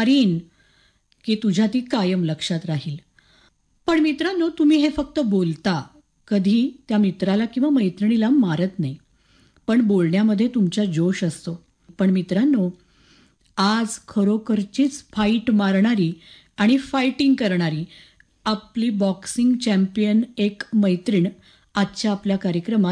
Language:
Marathi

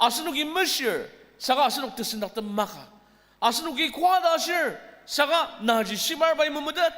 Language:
Ao Naga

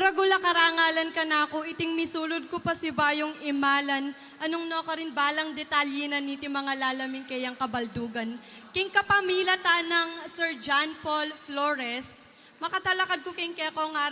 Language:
Pampanga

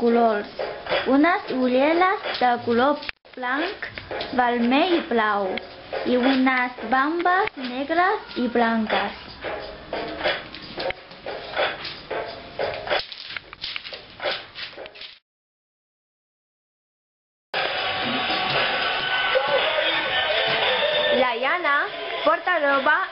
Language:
Catalan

